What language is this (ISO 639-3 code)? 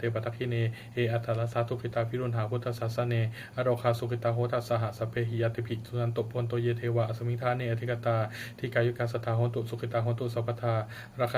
pli